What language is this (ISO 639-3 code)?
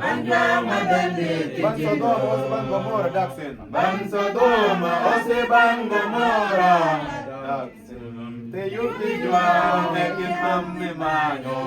mfz